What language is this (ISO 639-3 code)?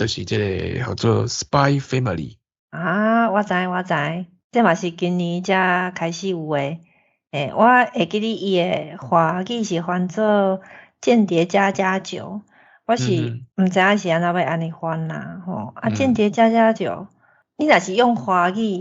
nan